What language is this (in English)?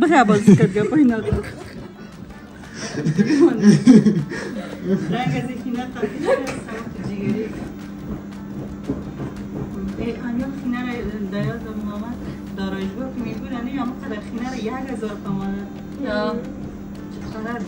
Persian